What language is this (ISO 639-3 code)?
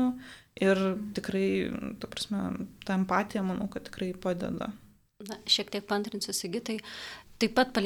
lit